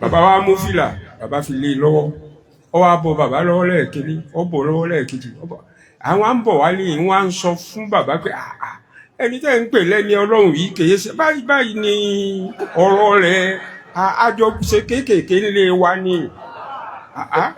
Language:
Yoruba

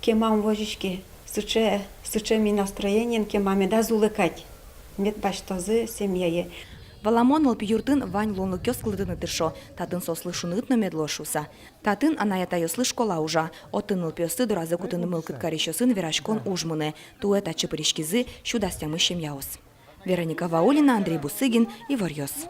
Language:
Udmurt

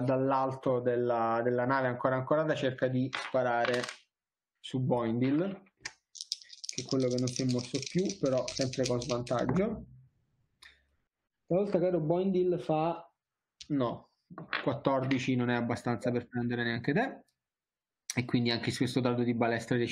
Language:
Italian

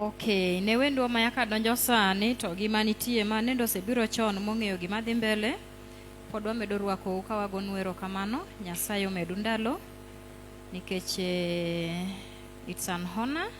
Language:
Luo (Kenya and Tanzania)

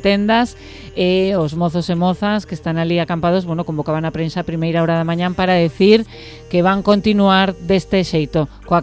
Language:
Galician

